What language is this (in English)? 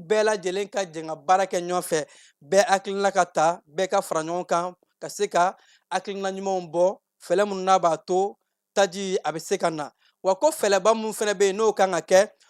Bambara